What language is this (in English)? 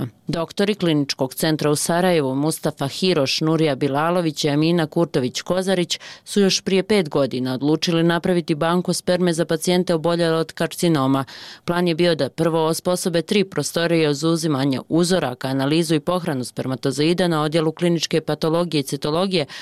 Bosnian